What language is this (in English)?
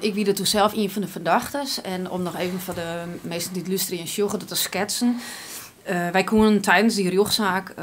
Western Frisian